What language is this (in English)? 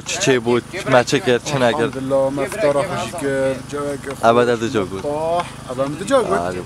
Kurdish